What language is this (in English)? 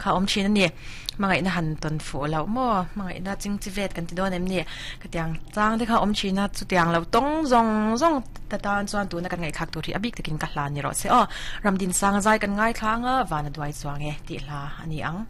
Mizo